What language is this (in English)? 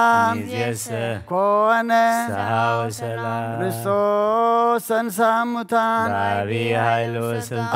Geez